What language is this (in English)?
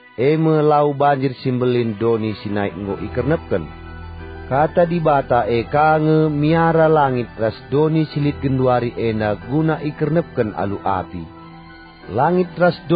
Batak Karo